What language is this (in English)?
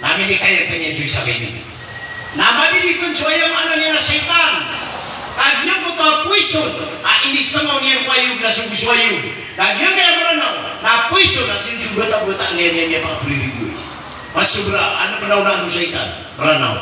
Maranao